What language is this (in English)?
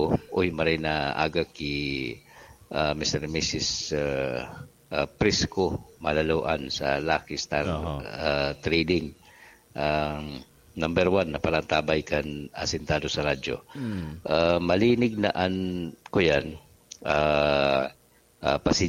Bikol